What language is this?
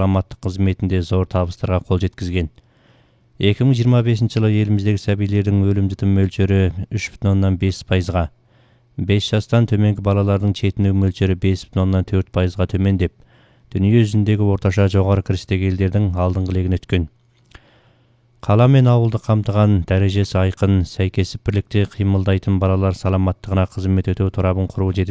Kazakh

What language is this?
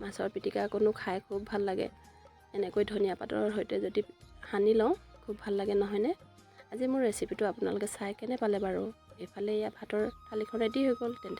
Assamese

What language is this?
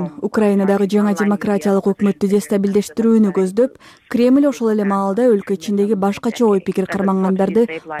Kyrgyz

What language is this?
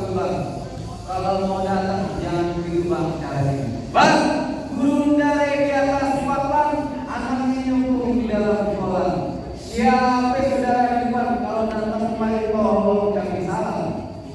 Betawi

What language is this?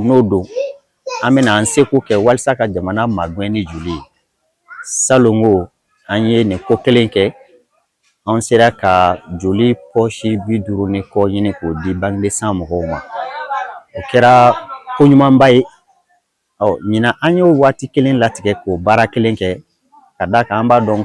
Bambara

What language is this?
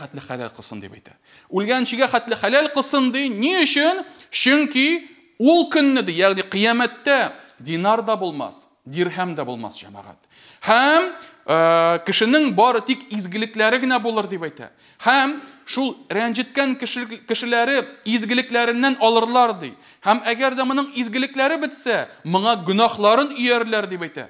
Tatar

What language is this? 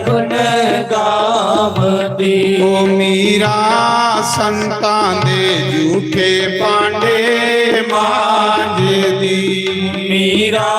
Dogri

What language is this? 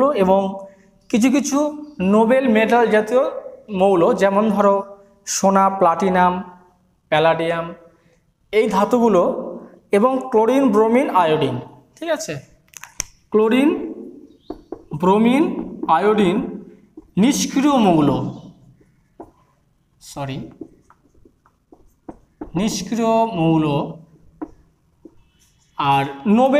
Bangla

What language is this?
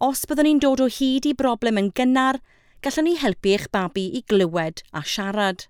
Welsh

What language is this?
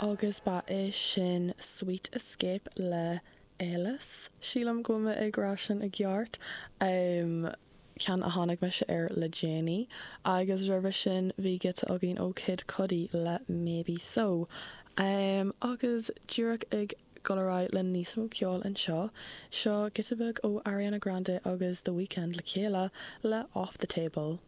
Irish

